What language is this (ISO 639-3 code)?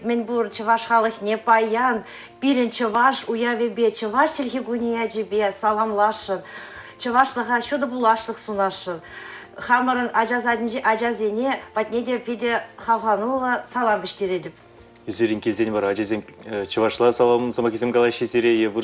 chv